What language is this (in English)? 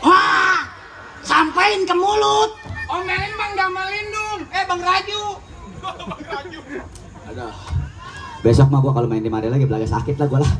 Betawi